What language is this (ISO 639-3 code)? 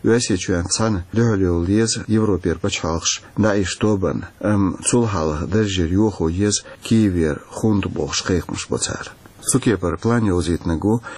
che